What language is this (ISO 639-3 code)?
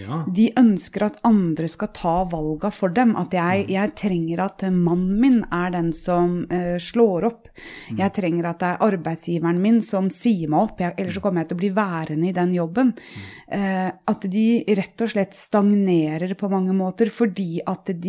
nor